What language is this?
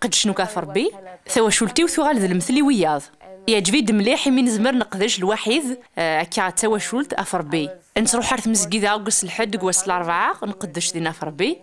Kabyle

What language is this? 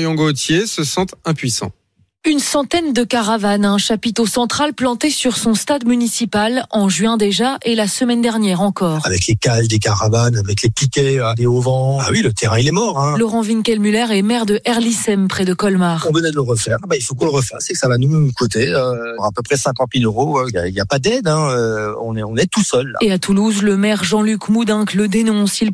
French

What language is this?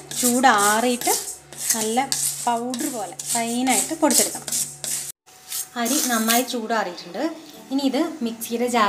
Malayalam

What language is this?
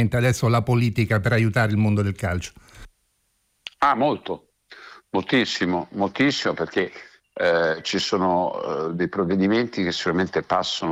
Italian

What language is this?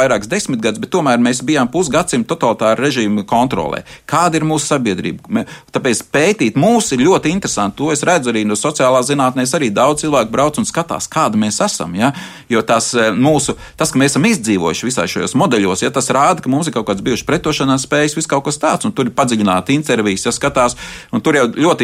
Latvian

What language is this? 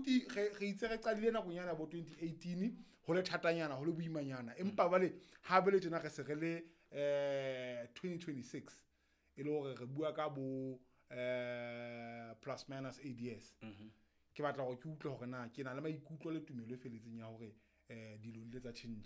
Southern Sotho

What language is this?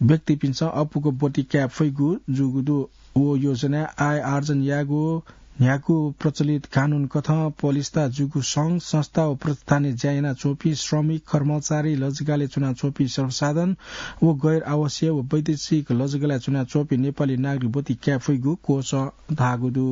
Newari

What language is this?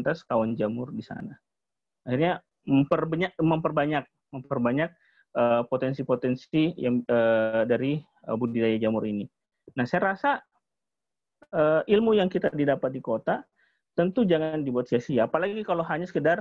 Indonesian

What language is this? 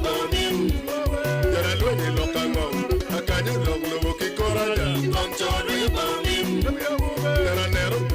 Acoli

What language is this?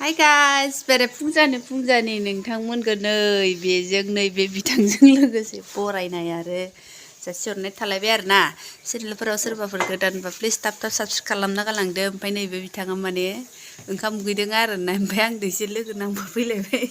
Bodo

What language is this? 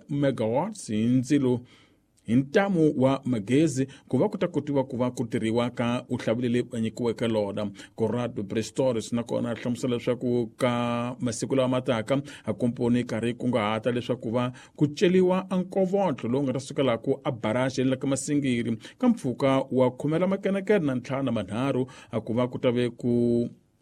Tsonga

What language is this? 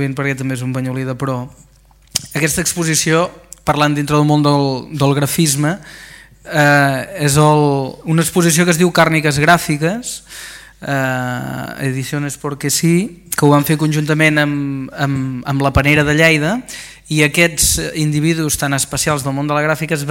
Catalan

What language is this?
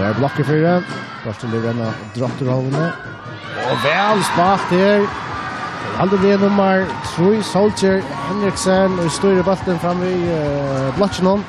Faroese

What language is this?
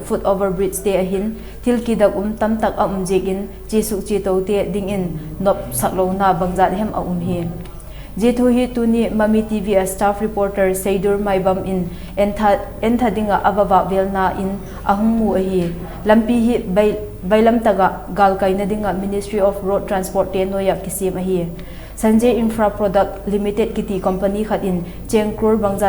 Vaiphei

